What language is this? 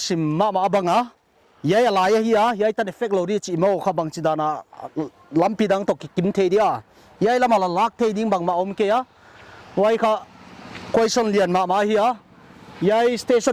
Paite Chin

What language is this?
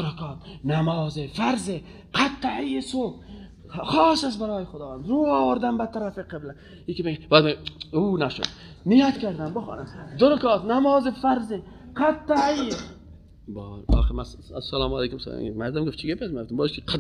Persian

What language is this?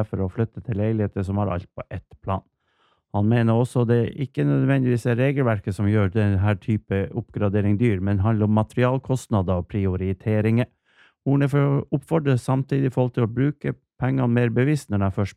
Norwegian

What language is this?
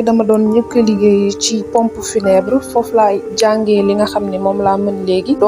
Wolof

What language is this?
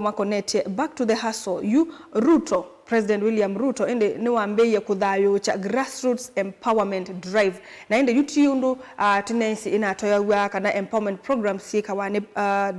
Kamba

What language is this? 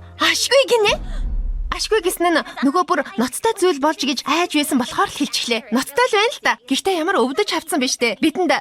Mongolian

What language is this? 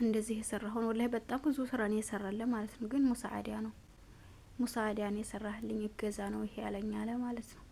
Amharic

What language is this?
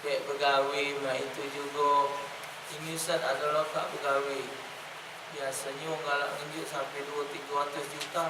Musi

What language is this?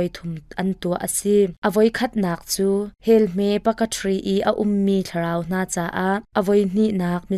Hakha Chin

